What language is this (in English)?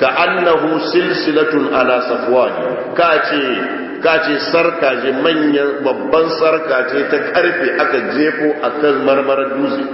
Hausa